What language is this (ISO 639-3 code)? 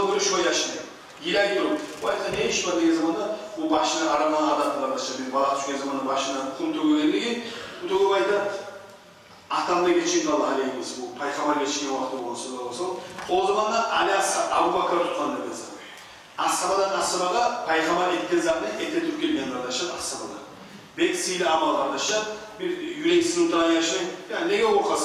kum